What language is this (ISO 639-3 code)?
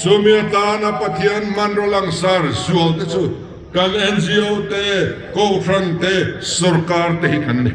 lus